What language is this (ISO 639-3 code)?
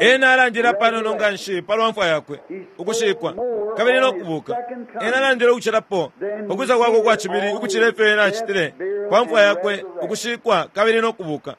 bem